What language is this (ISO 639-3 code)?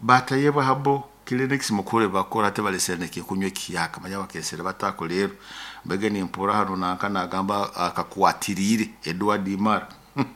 nyo